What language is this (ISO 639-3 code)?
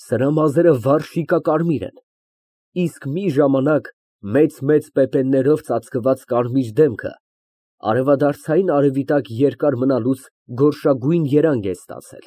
hye